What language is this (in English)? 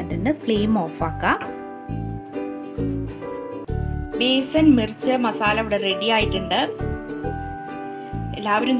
Malayalam